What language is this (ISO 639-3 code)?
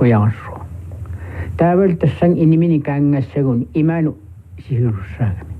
kal